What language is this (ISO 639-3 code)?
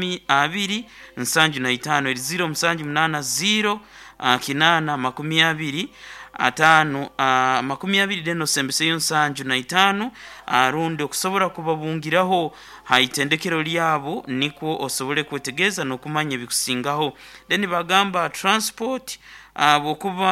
nyo